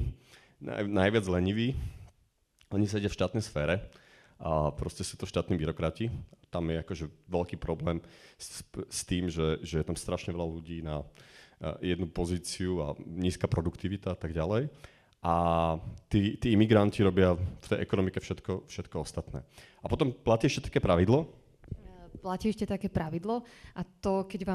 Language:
Slovak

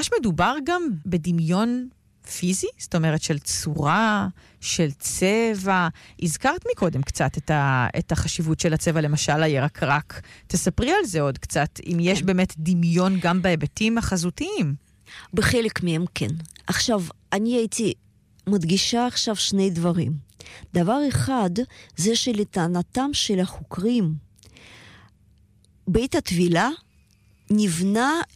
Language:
Hebrew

